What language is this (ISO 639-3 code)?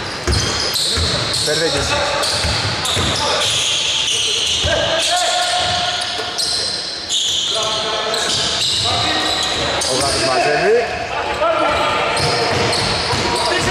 ell